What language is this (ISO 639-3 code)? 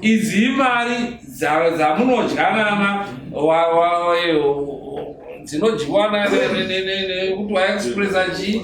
sna